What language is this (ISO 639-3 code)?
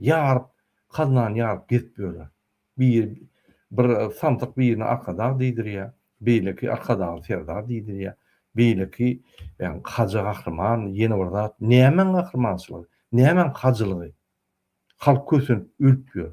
tuk